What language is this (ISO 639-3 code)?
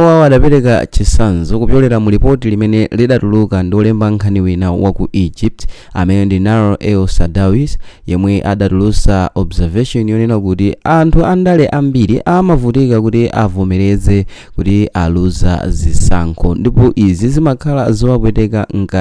nya